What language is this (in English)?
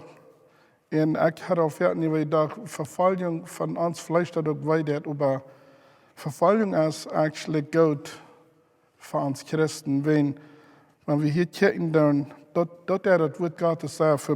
Plautdietsch